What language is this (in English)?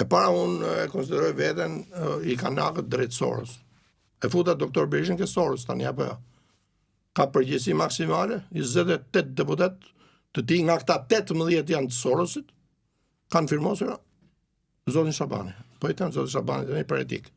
Albanian